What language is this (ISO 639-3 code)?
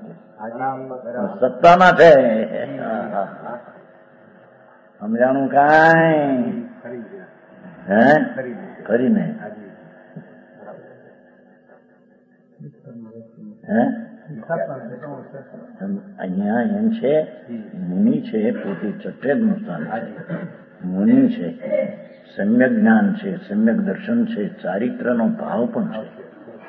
guj